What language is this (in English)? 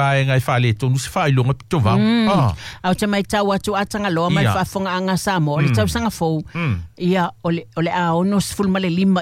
Samoan